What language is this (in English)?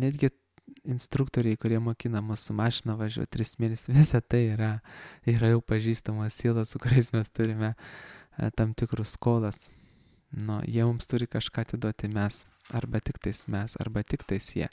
Lithuanian